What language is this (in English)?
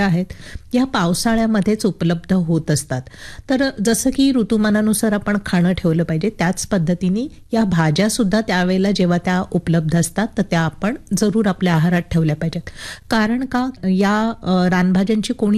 Marathi